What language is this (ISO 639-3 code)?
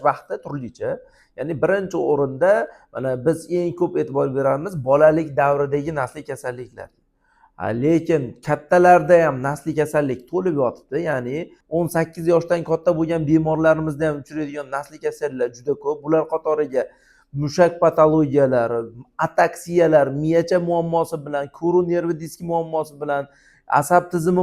uzb